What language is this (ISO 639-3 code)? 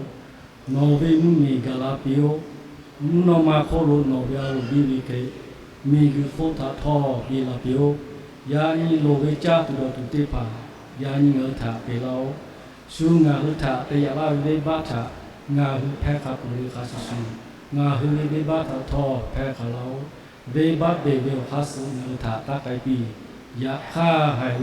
lhu